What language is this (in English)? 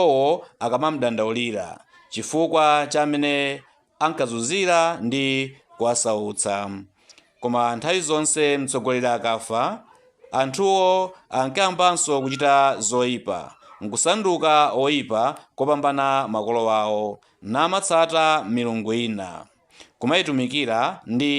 Nyanja